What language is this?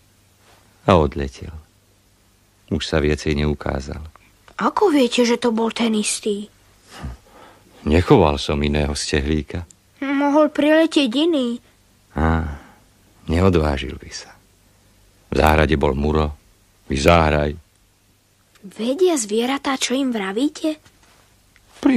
Slovak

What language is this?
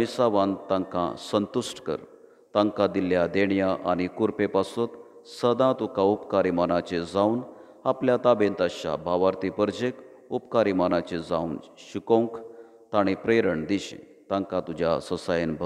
Konkani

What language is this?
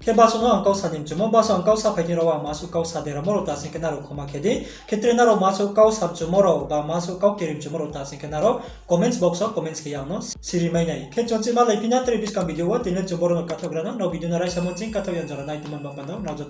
Riang (India)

